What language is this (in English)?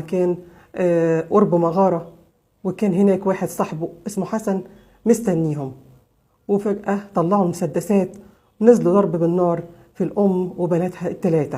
Egyptian Arabic